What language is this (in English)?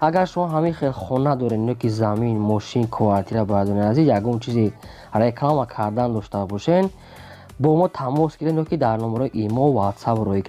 Tajik